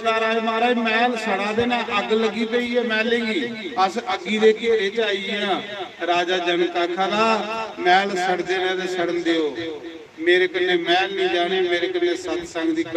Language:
Dogri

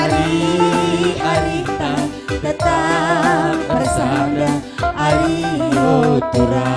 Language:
Batak Karo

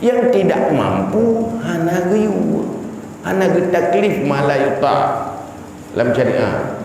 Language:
Achinese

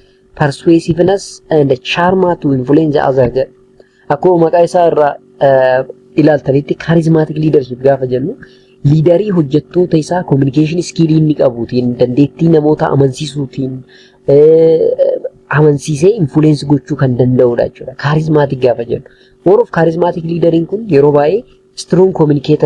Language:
Oromo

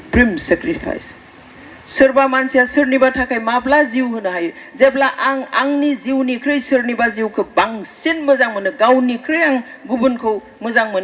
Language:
Bodo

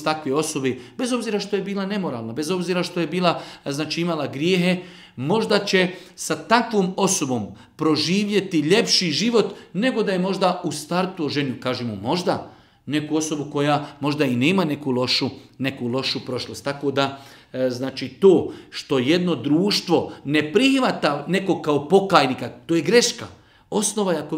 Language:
Bosnian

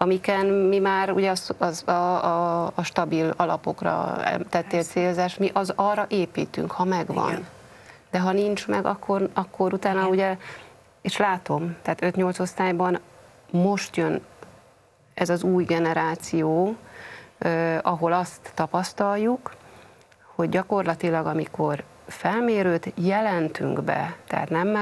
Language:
Hungarian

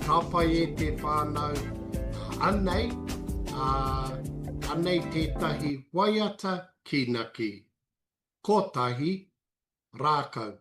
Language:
Māori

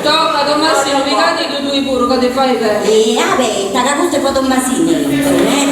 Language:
Sardinian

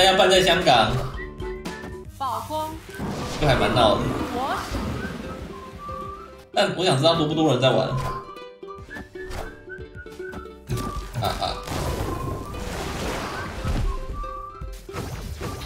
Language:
Chinese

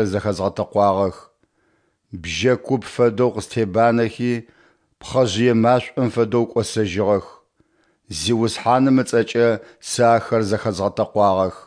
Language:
Adyghe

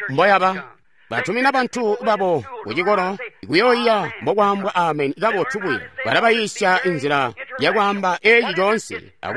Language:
Tonga (Zambia)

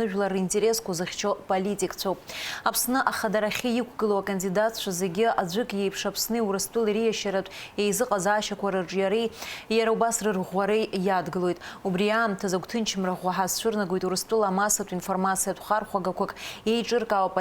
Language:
Abkhazian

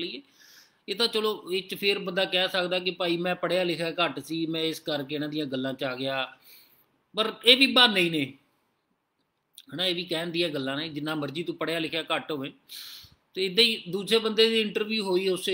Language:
Punjabi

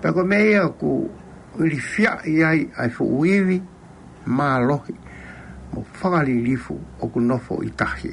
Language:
Tongan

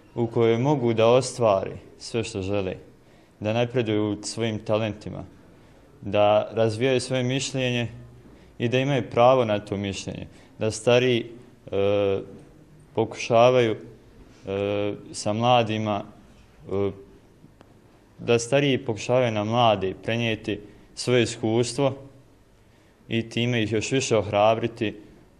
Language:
Bosnian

